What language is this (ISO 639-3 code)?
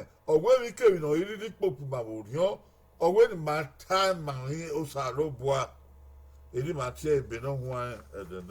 bin